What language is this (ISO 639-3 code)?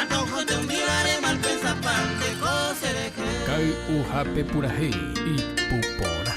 grn